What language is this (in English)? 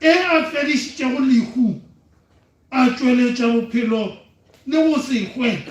Northern Sotho